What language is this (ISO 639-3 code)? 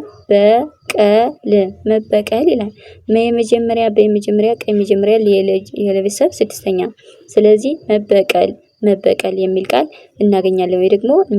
amh